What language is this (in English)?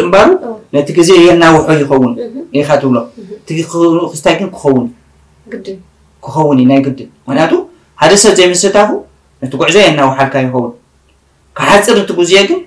Tigrinya